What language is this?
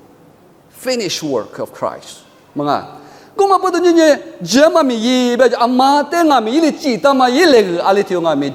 Lisu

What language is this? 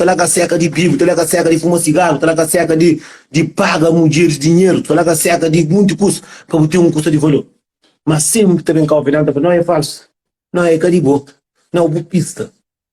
Kabuverdianu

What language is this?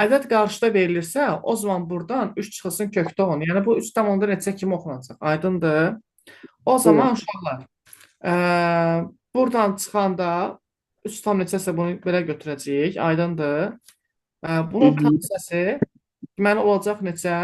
Azerbaijani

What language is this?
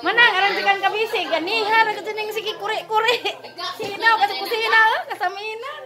Cebuano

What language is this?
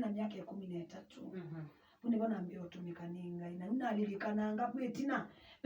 Kamba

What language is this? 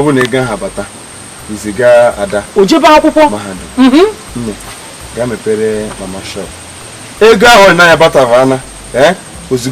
Igbo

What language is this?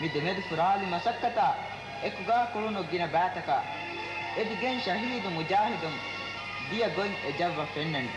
Divehi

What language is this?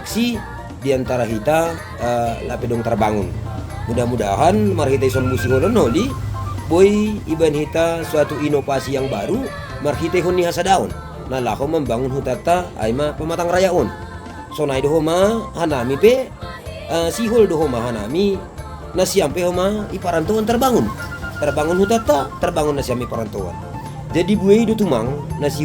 Batak Simalungun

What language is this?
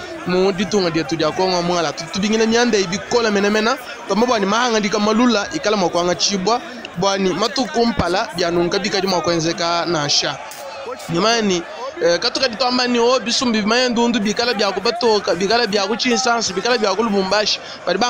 Luba-Lulua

